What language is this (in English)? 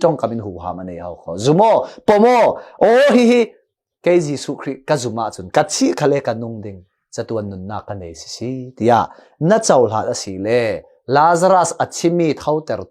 Falam Chin